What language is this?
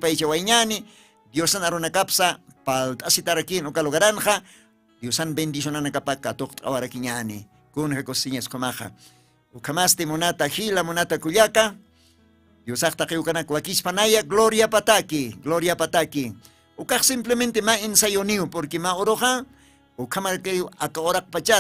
Aymara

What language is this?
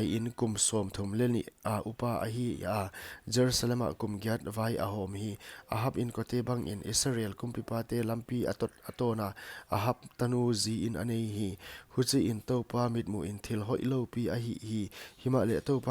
Paite Chin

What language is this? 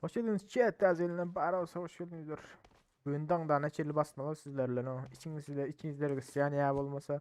Turkmen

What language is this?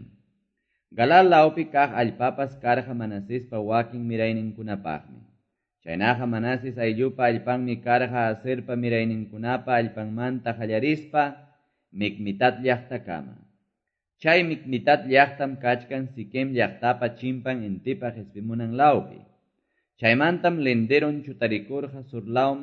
Quechua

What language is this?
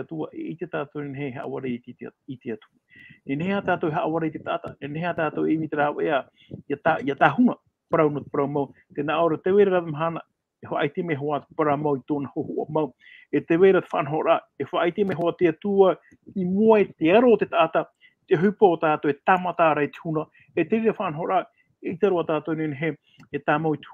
Tahitian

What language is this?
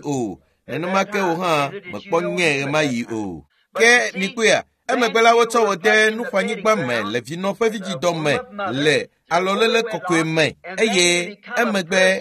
Ewe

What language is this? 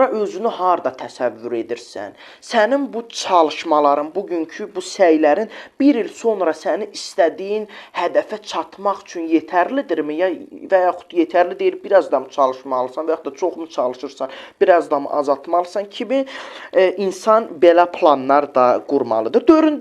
Azerbaijani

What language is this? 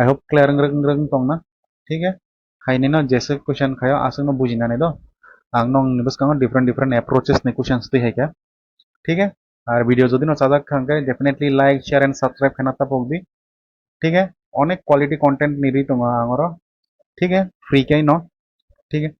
Kok Borok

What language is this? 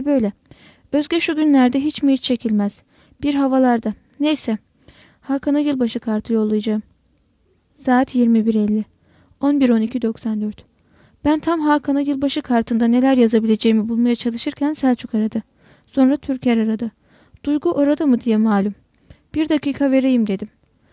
Turkish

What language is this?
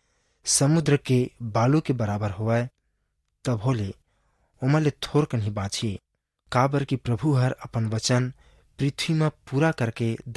Chhattisgarhi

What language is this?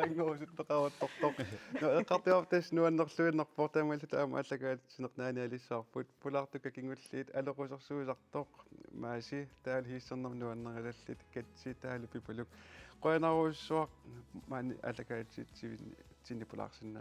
Kalaallisut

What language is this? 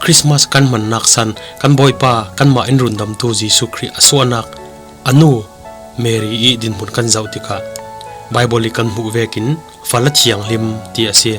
Falam Chin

